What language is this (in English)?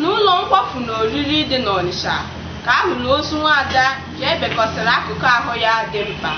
Igbo